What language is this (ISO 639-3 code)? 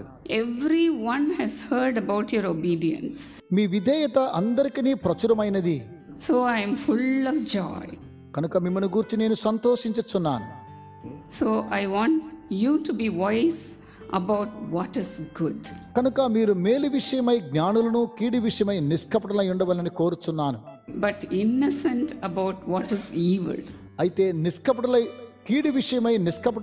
tel